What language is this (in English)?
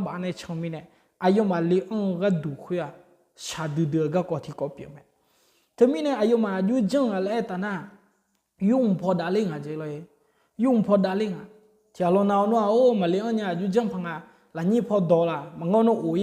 Akha